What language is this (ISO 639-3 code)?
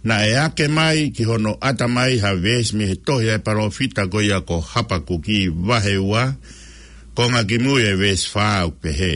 ton